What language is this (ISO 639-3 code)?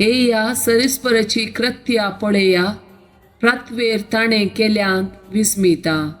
kok